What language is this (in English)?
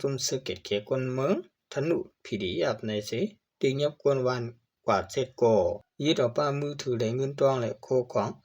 Shan